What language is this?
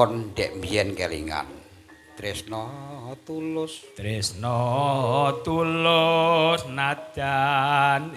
Javanese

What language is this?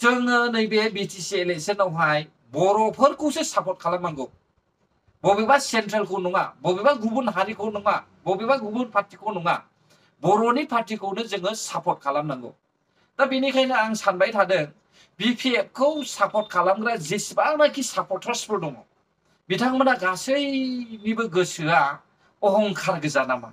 Bodo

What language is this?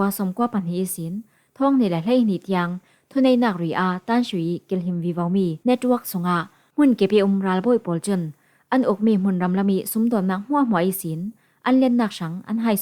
Falam Chin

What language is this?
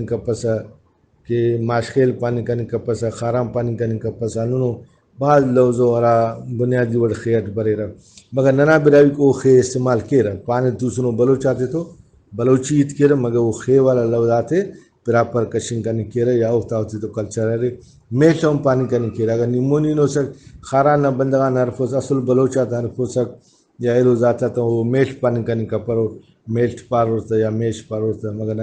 Brahui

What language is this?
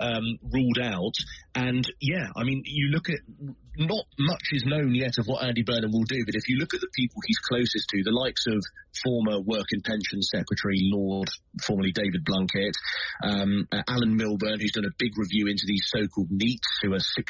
English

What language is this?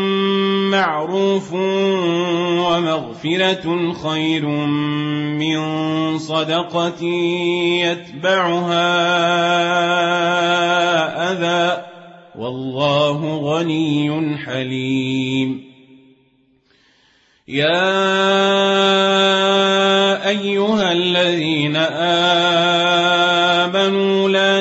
Arabic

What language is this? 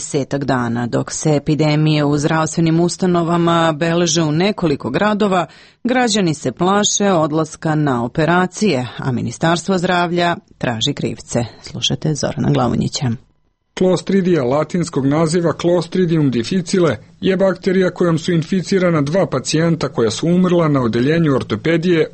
Serbian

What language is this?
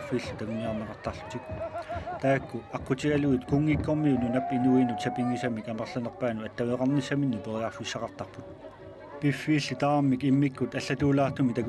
Kalaallisut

